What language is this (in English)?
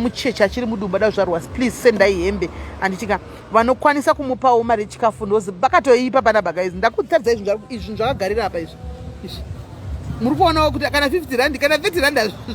Shona